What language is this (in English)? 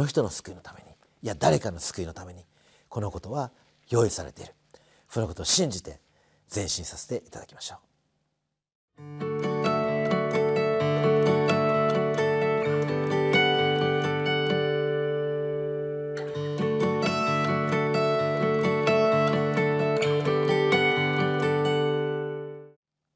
Japanese